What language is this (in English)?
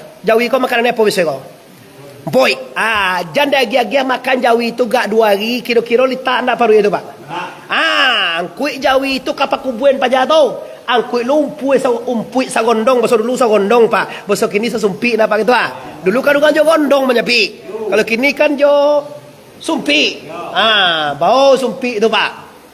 Minangkabau